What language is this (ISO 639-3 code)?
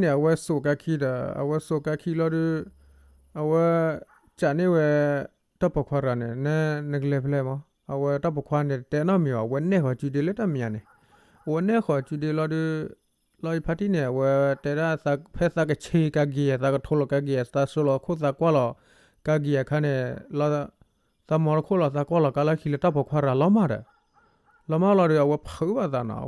ksw